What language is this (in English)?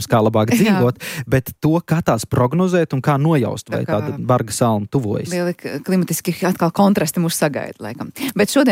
Latvian